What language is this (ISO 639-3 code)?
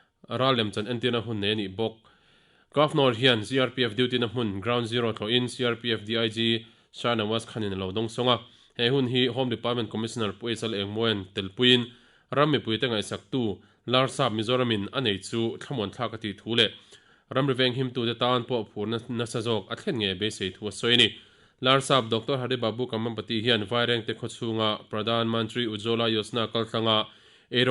lus